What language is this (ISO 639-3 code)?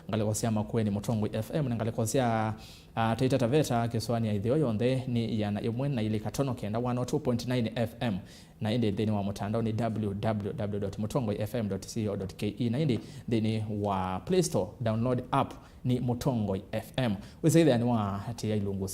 kam